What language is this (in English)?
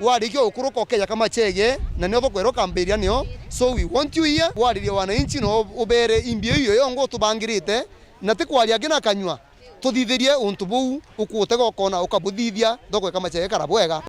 Meru